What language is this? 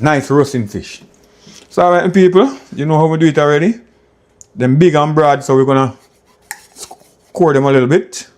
Jamaican Creole English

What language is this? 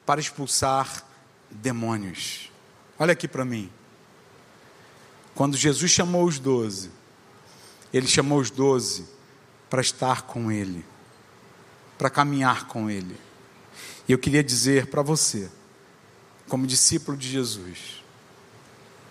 Portuguese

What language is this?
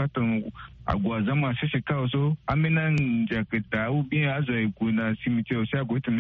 Sango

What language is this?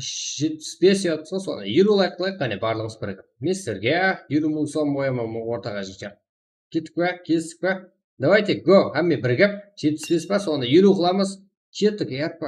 Kara-Kalpak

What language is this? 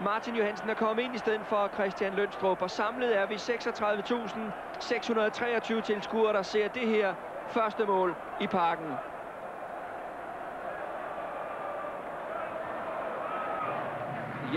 Danish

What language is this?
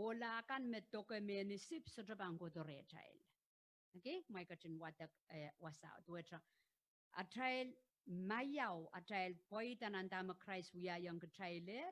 Pohnpeian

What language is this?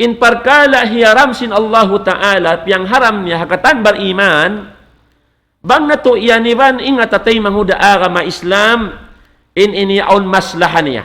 Tausug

